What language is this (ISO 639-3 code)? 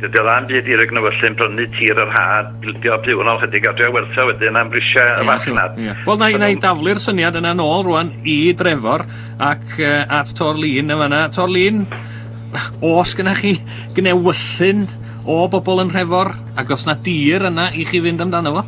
cym